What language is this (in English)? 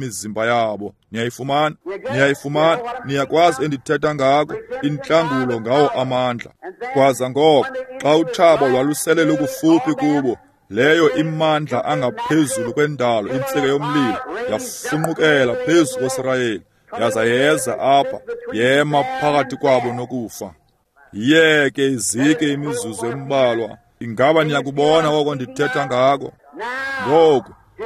Xhosa